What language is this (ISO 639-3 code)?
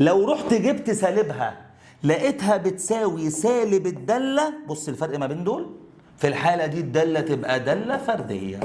arz